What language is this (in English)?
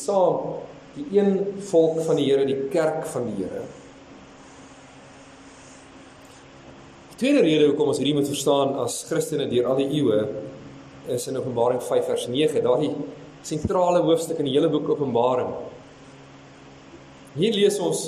Afrikaans